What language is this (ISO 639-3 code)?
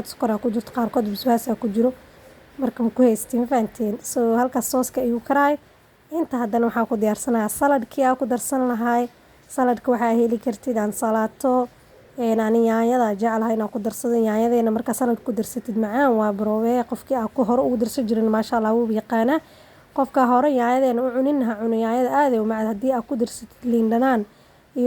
som